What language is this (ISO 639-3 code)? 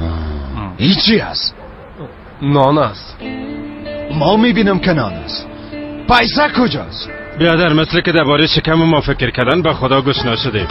fas